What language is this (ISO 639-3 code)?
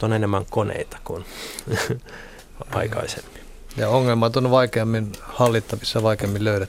fin